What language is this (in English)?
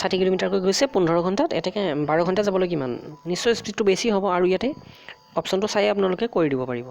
Assamese